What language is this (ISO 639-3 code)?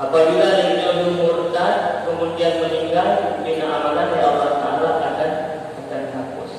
ace